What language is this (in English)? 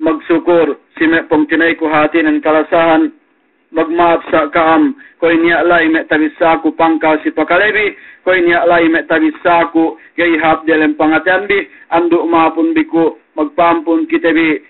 Yakan